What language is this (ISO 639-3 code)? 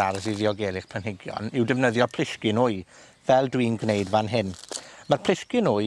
cym